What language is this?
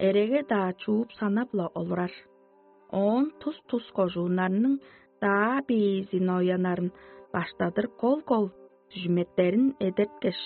Tuvinian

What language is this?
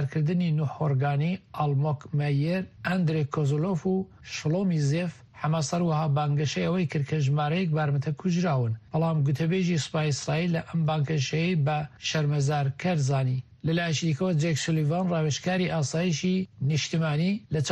Central Kurdish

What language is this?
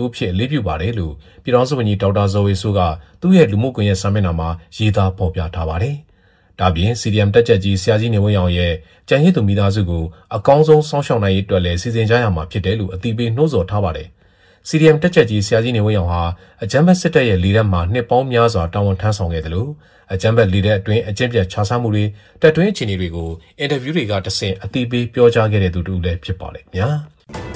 Burmese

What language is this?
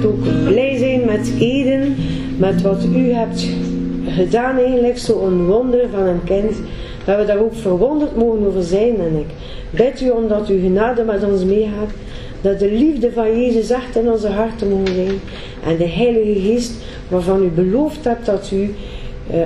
Dutch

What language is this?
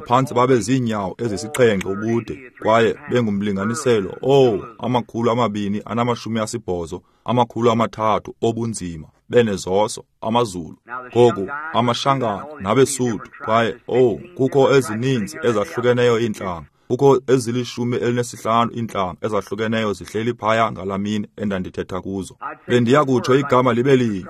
Xhosa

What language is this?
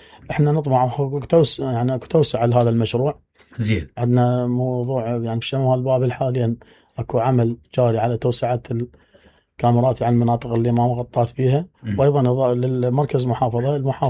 Mesopotamian Arabic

